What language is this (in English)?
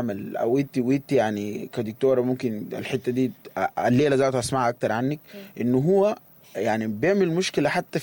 Sudanese Arabic